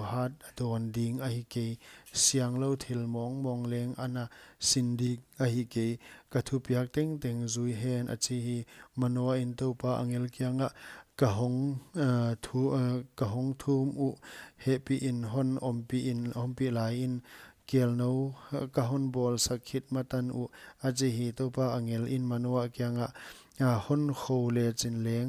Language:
Paite Chin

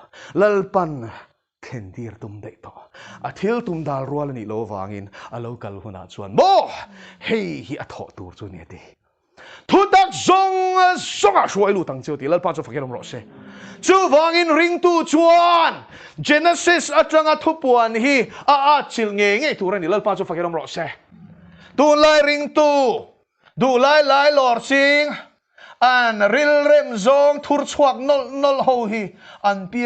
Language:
Mizo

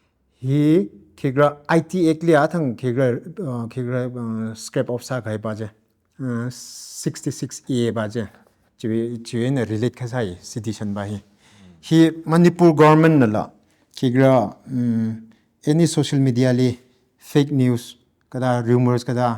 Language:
Tangkhul Naga (India)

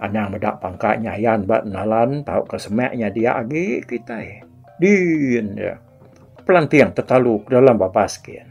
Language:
Iban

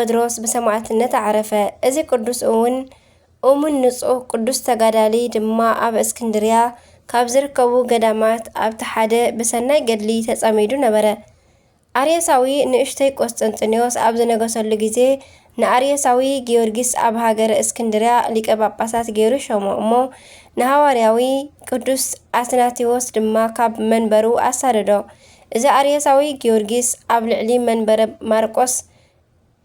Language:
Tigrinya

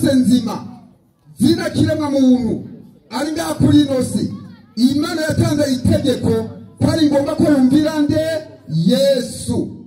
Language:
Rundi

